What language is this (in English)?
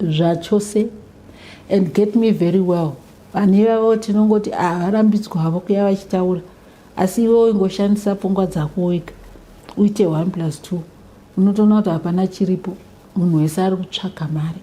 Shona